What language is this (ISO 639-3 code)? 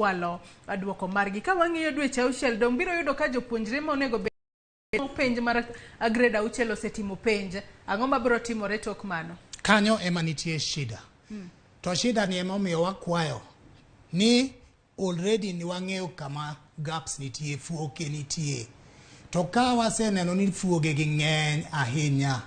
luo